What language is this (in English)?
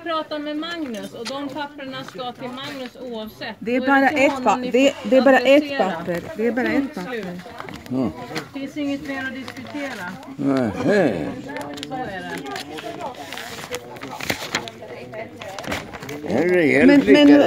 Swedish